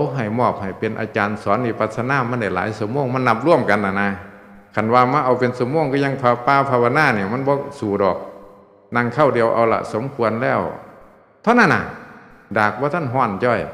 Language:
Northeastern Thai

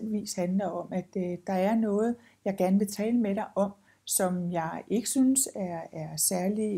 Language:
Danish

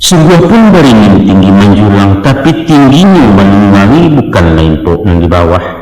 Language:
Minangkabau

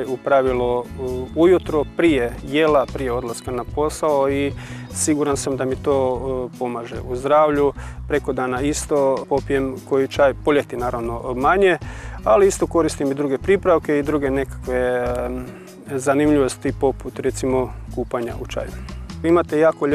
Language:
Croatian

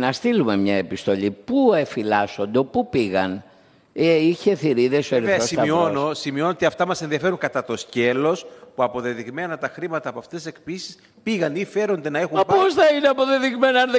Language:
Greek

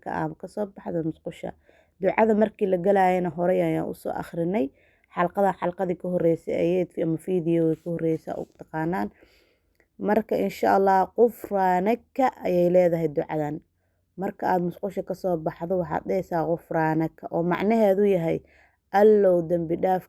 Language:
Somali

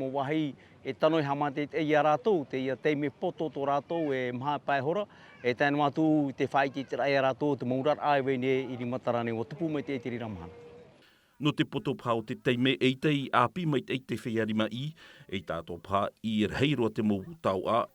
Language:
Tahitian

